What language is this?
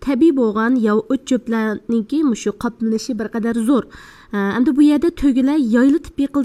Uyghur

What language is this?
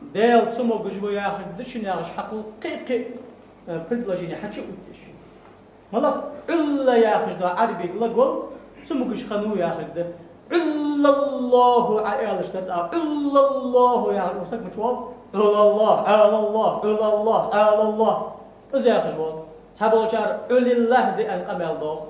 Ingush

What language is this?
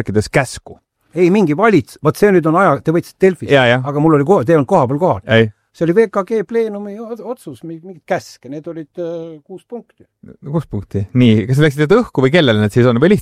Estonian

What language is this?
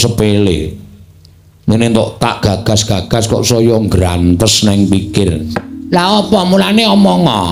Javanese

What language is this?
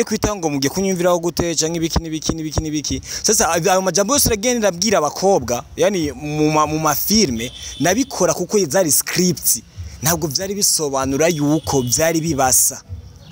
Rundi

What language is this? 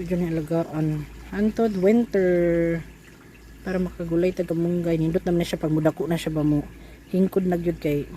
Cebuano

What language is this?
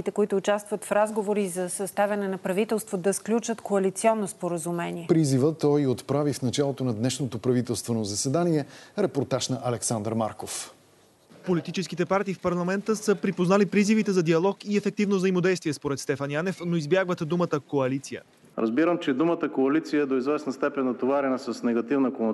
Bulgarian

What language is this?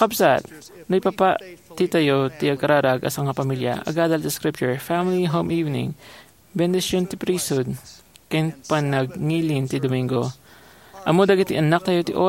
Iloko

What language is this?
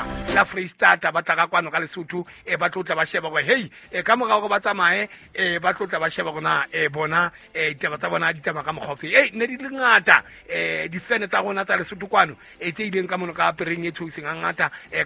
Southern Sotho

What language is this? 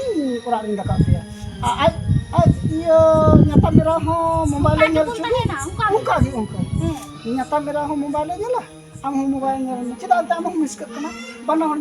Santali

